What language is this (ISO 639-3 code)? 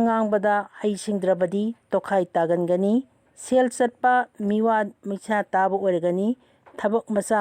mni